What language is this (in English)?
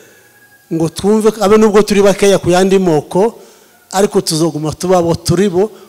Kinyarwanda